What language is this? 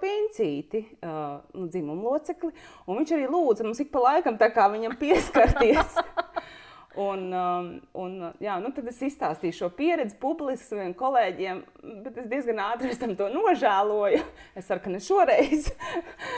Latvian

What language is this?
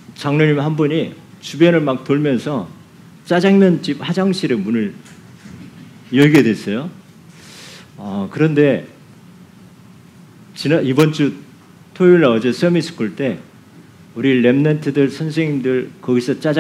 Korean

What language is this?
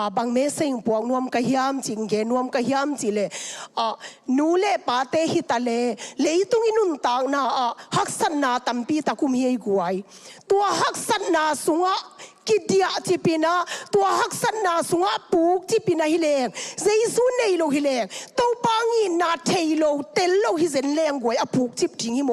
Tedim Chin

